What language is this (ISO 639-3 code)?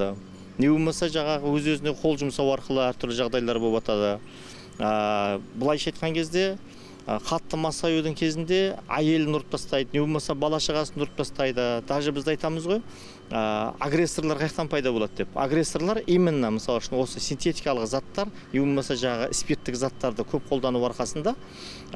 kaz